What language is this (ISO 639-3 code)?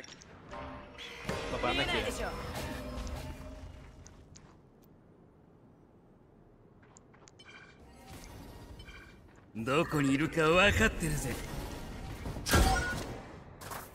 por